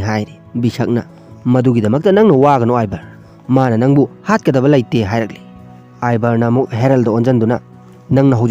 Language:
Manipuri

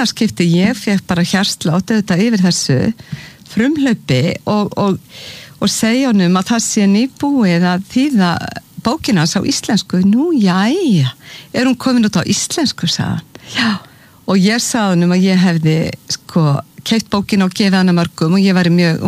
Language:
Icelandic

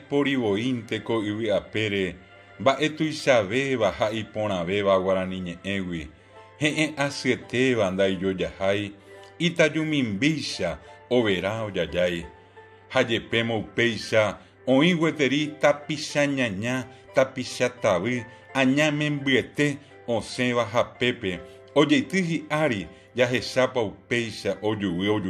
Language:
Guarani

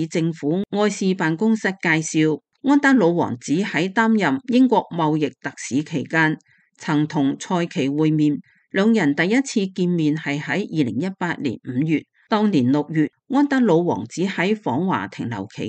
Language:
Cantonese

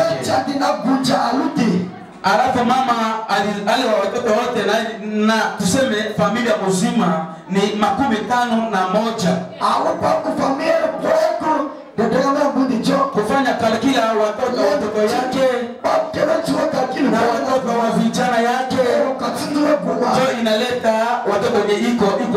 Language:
Swahili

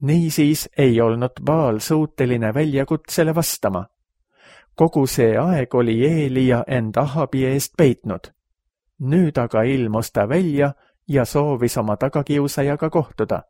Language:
Estonian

